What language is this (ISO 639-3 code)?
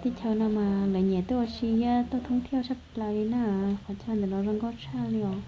hmn